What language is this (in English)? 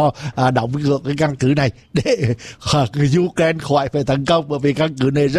Vietnamese